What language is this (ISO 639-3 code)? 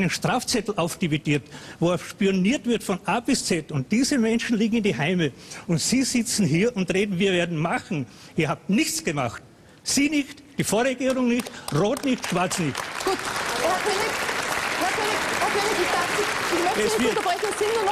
deu